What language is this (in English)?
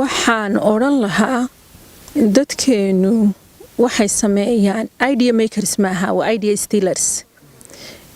Somali